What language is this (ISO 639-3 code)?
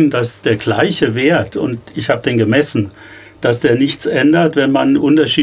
deu